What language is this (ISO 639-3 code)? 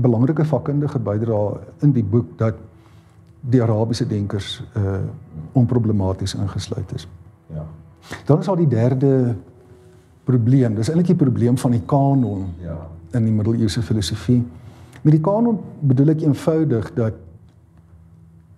afr